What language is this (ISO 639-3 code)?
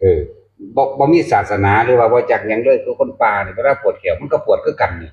tts